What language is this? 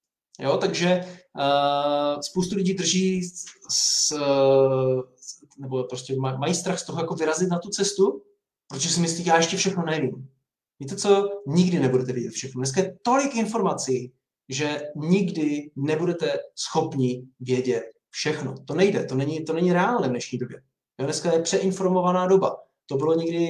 Czech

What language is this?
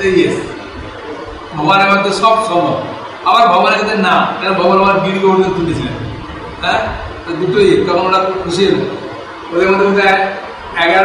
Bangla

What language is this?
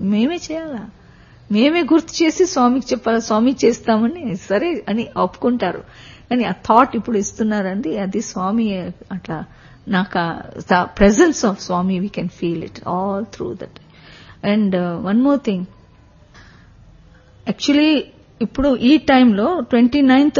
Telugu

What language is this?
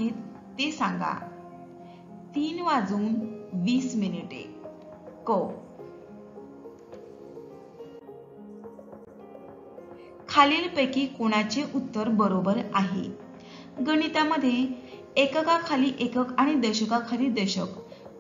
Marathi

